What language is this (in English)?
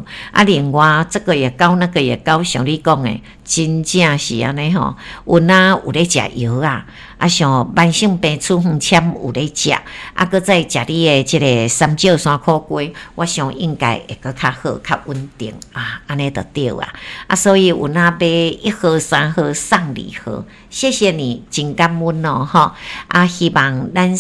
Min Nan Chinese